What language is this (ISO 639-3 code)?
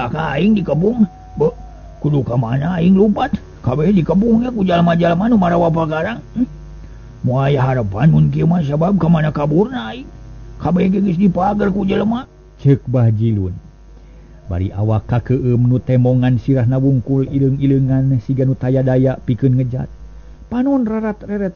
sun